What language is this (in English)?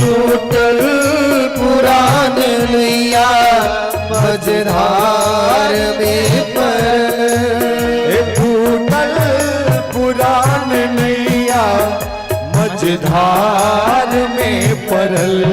Maithili